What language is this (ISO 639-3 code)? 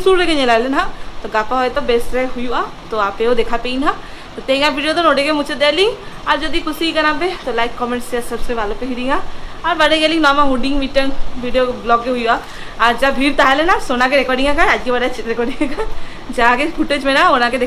sat